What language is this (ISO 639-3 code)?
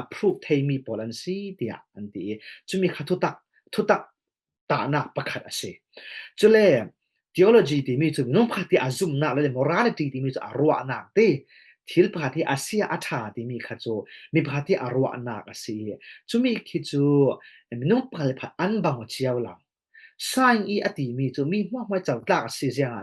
cfm